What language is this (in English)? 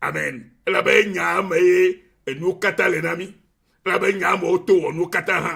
Ewe